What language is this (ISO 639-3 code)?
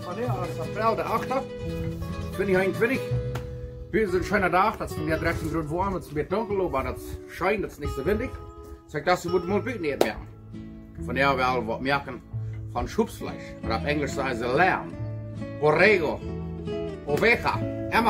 pdt